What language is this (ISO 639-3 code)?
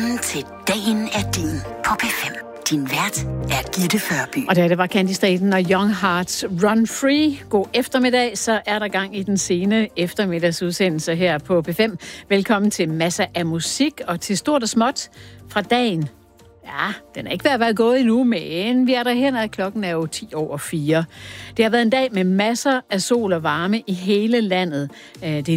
dan